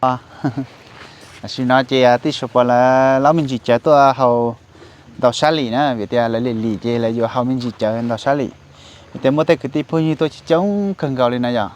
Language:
Hmong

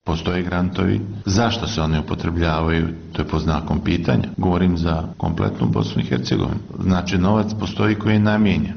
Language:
Bosnian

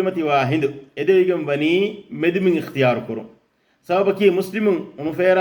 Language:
Divehi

